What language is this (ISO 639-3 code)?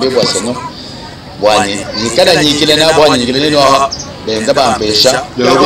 lua